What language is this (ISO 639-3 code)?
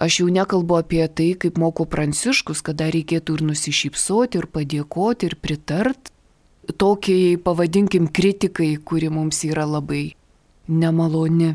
lit